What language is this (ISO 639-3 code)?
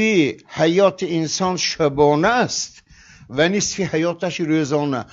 tgk